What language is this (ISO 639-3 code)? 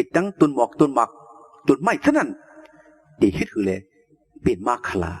shn